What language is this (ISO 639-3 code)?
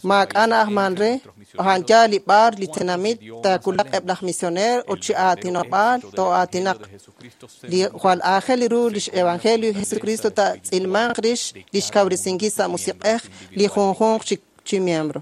kek